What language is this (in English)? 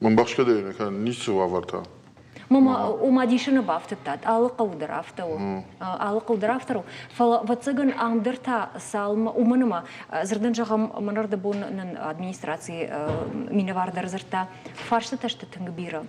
Ossetic